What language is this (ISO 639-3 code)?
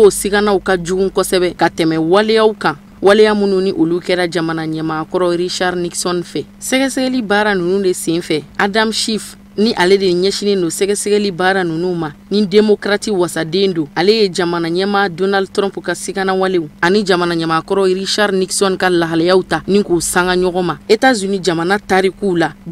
bam